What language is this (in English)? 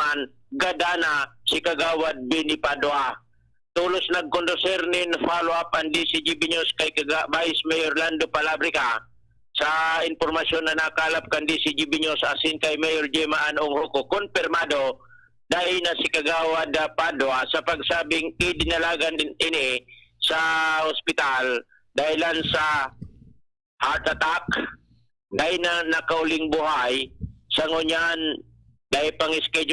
Bikol